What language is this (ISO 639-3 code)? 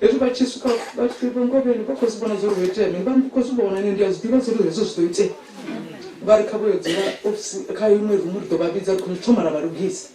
ven